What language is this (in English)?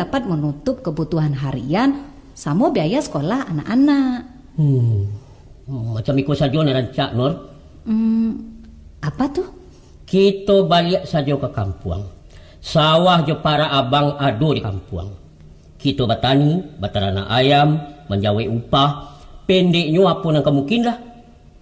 Minangkabau